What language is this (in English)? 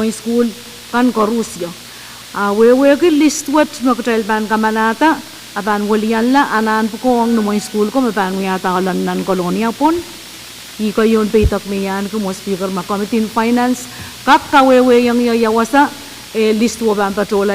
Pohnpeian